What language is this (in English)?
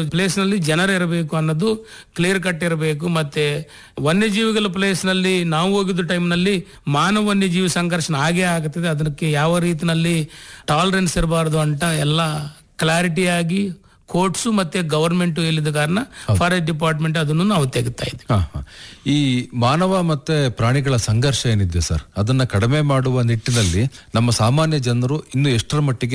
Kannada